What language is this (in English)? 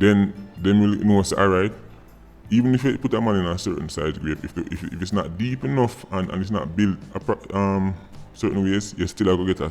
Jamaican Creole English